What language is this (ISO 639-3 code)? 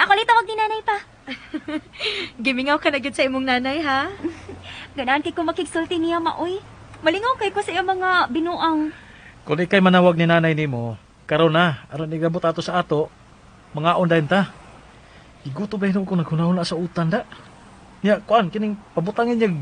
ceb